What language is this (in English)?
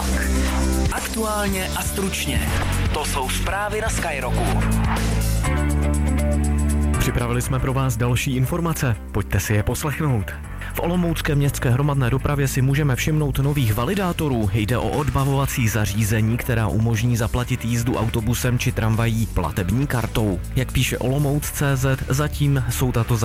Czech